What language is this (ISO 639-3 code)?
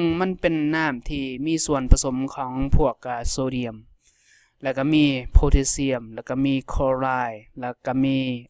lao